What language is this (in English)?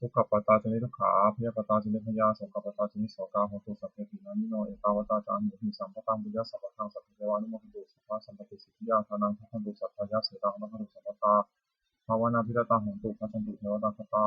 Pali